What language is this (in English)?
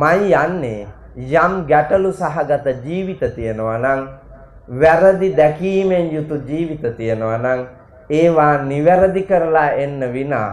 Sinhala